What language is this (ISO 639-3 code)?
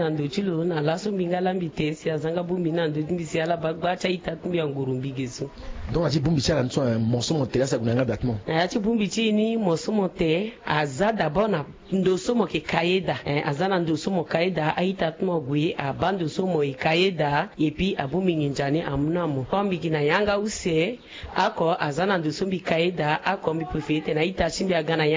sag